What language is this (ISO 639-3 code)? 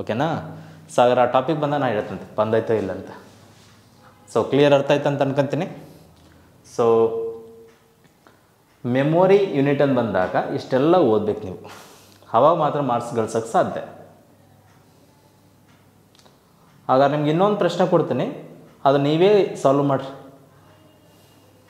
kan